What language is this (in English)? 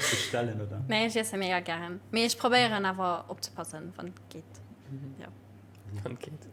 Luxembourgish